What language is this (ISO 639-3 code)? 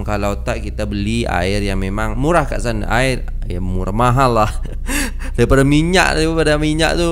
msa